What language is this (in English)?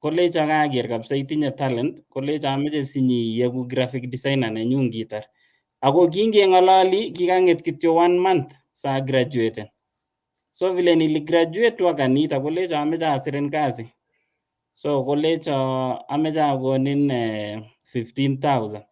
Kalenjin